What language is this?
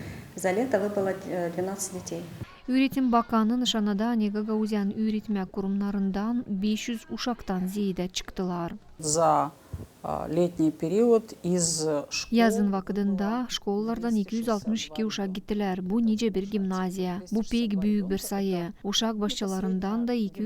Gagauz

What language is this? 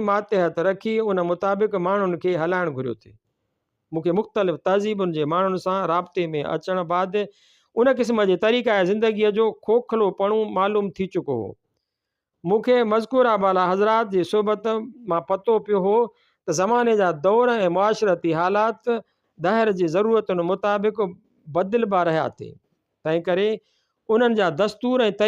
Sindhi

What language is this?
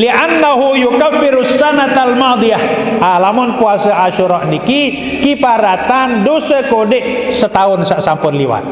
Sasak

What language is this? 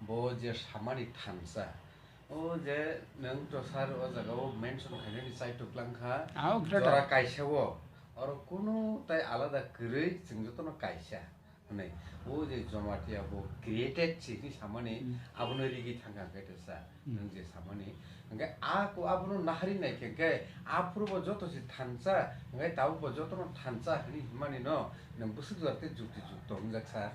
Kok Borok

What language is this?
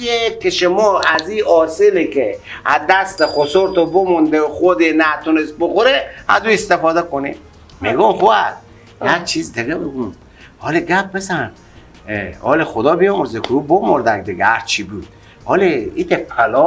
Persian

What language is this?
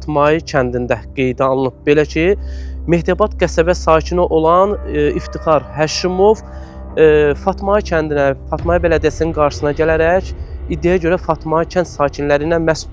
Azerbaijani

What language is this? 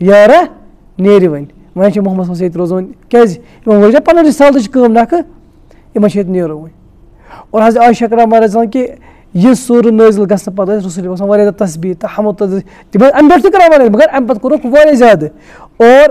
Kashmiri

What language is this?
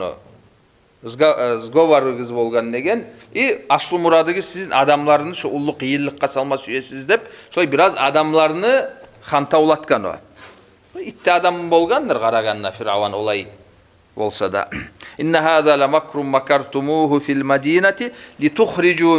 Kumyk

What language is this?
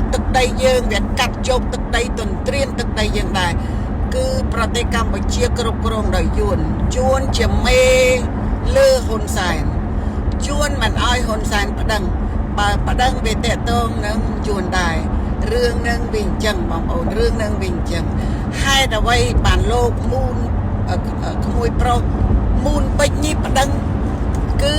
Khmer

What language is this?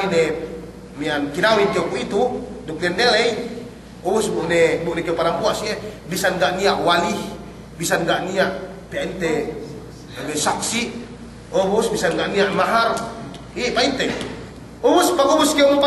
Yakan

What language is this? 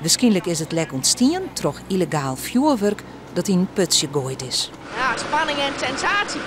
Western Frisian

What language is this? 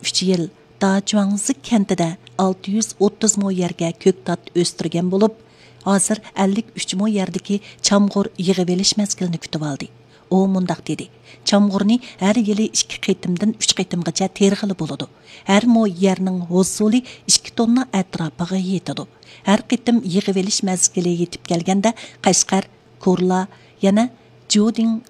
Uyghur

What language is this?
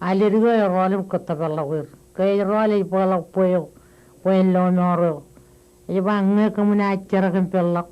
Marshallese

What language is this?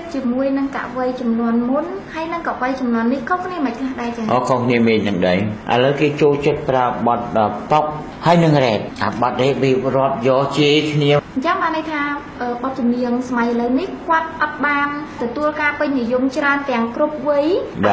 Khmer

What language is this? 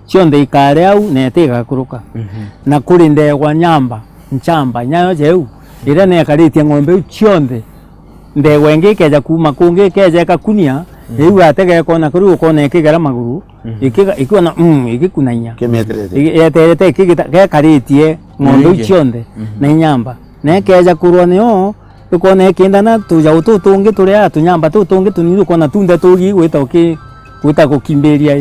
Meru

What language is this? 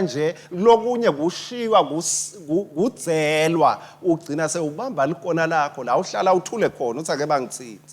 Swati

